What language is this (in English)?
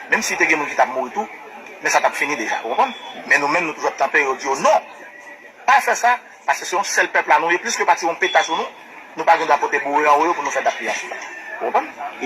Haitian Creole